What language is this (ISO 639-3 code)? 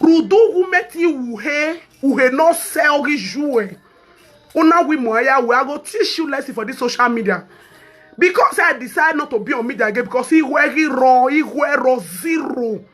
pcm